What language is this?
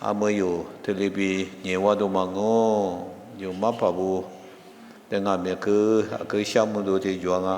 Lisu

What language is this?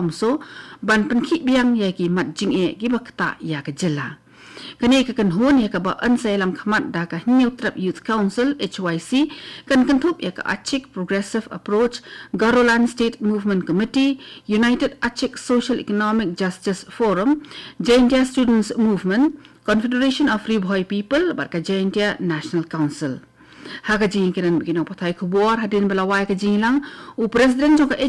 Khasi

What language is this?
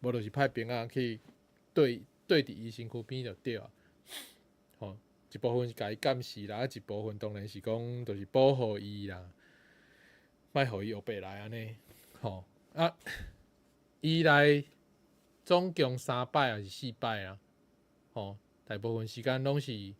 Min Nan Chinese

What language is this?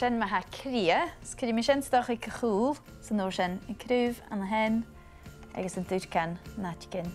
Scottish Gaelic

